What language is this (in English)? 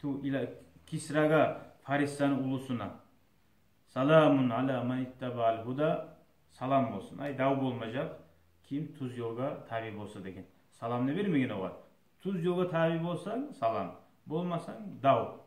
Kumyk